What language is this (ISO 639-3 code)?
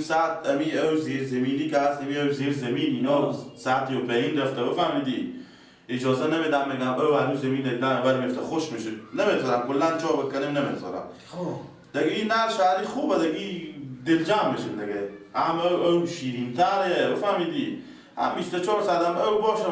fas